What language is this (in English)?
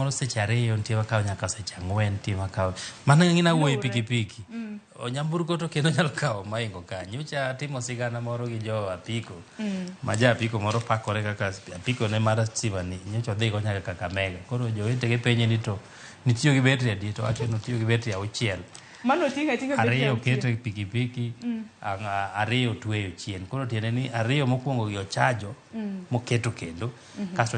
Luo (Kenya and Tanzania)